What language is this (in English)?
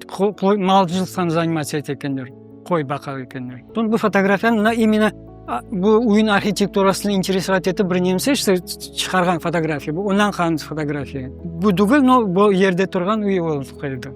Crimean Tatar